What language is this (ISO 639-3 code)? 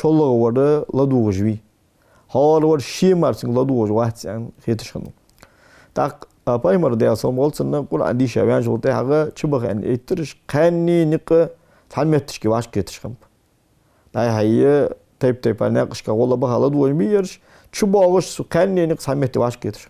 inh